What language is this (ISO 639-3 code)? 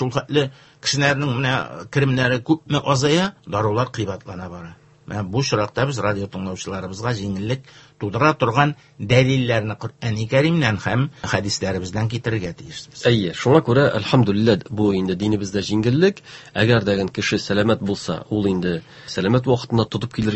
tat